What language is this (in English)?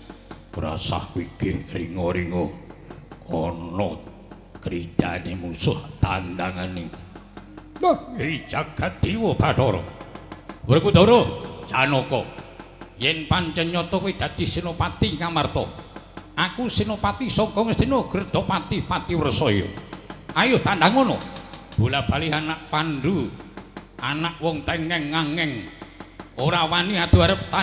Javanese